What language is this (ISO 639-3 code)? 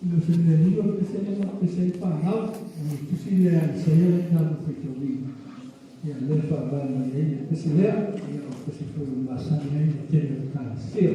smo